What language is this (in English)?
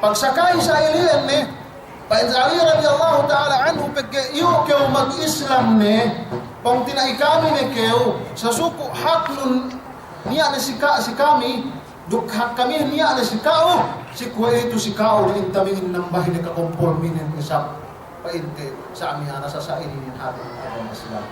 Yakan